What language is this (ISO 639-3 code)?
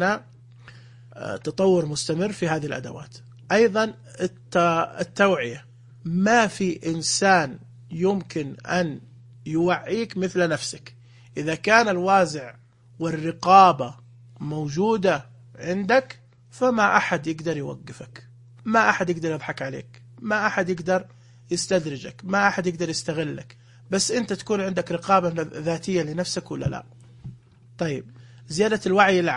ars